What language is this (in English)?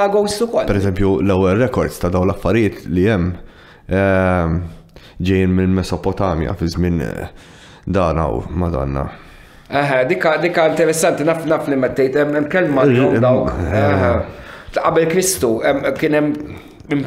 Maltese